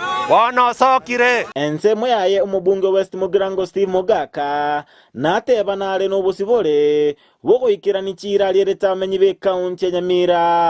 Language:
Gusii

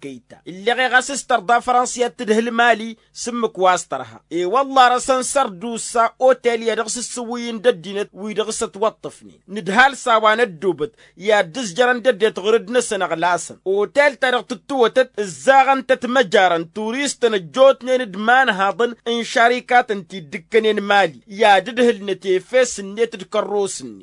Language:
Tamasheq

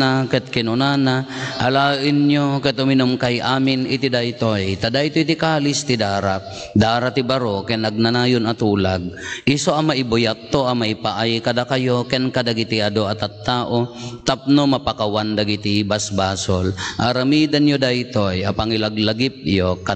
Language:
Iloko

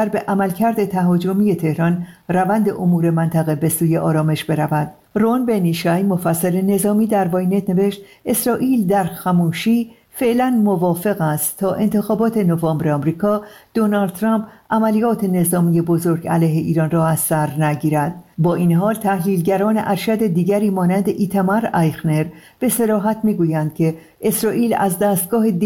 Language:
Persian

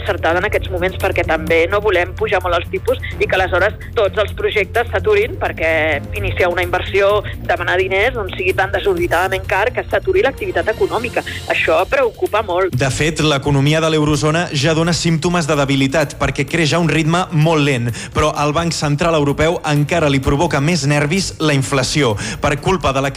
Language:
Catalan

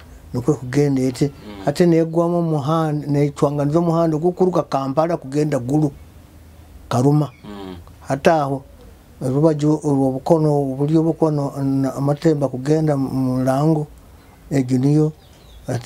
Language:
Nyoro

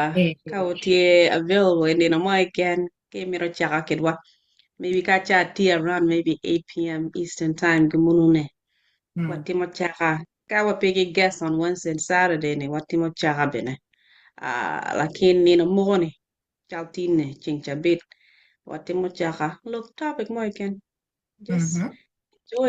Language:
Acoli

